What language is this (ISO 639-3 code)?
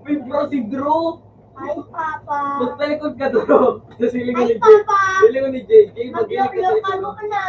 bik